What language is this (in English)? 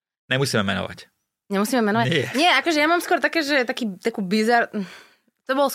Slovak